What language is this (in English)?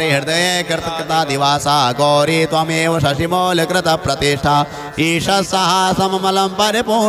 Sanskrit